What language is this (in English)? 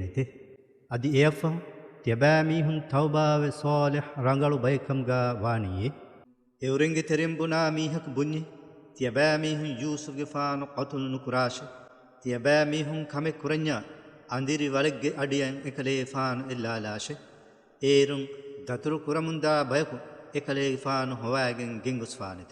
Divehi